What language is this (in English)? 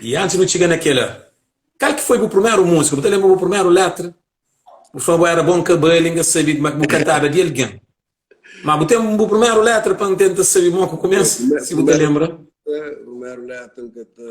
Kabuverdianu